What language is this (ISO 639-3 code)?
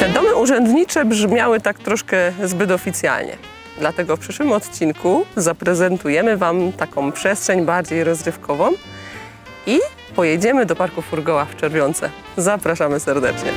szl